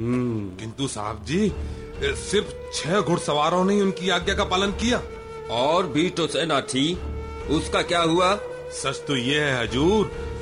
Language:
Hindi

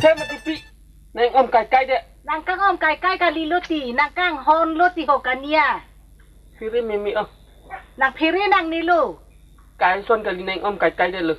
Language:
Karbi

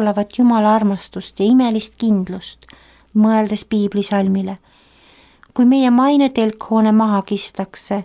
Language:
Estonian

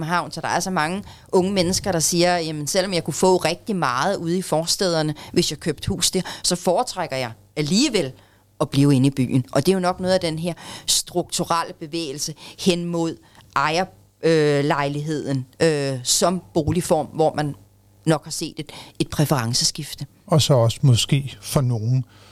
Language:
Danish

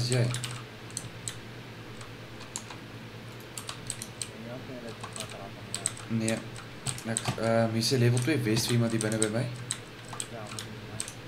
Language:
Afrikaans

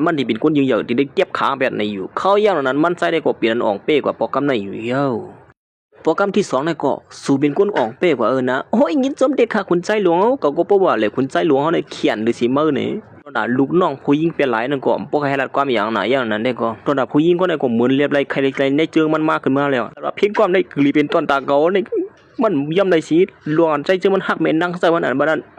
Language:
Shan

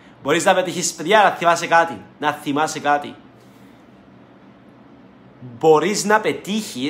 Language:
Greek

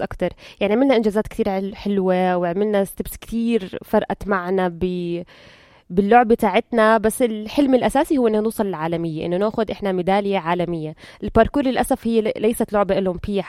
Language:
North Levantine Arabic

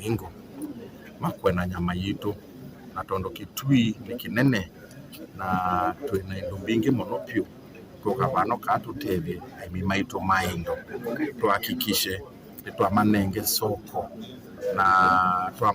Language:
Kamba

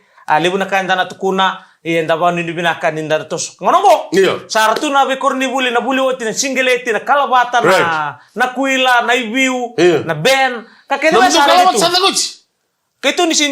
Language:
Fijian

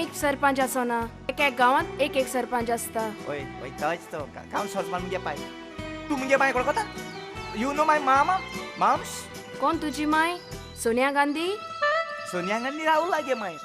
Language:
Konkani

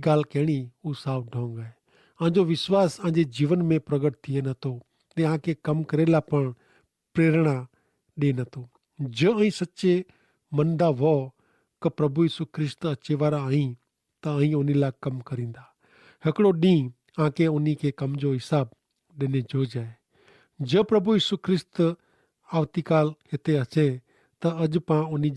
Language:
Kachhi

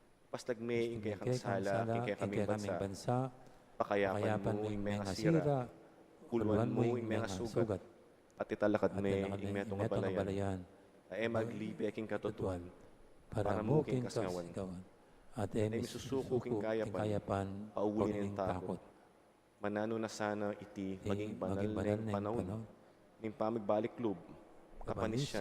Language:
Pampanga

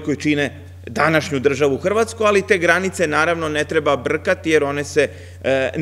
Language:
Serbian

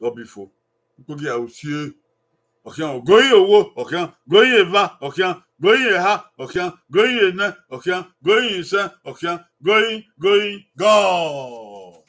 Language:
Bini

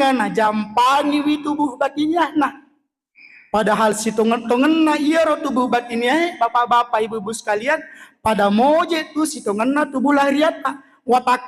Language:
Buginese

